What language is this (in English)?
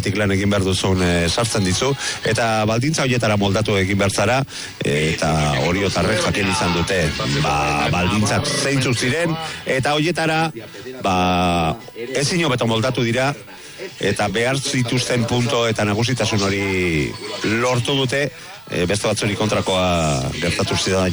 Basque